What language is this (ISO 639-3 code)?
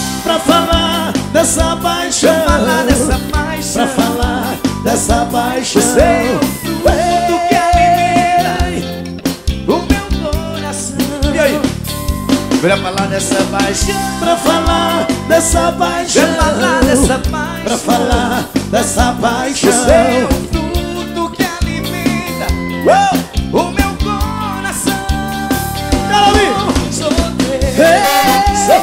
por